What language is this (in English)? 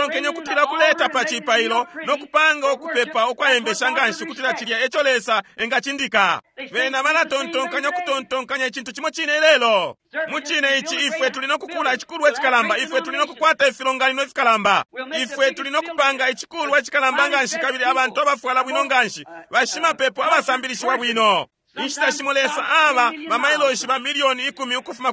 Bemba